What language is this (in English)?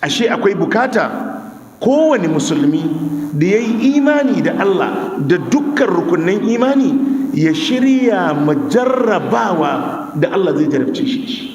Hausa